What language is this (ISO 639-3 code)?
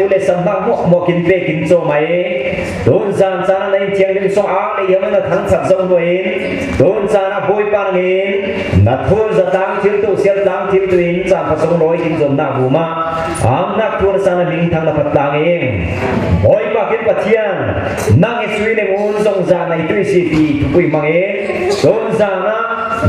cfm